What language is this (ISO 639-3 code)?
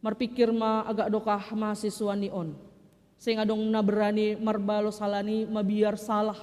bts